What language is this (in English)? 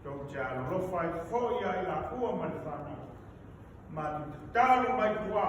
Samoan